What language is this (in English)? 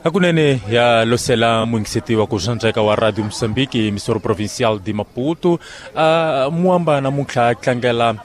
Tsonga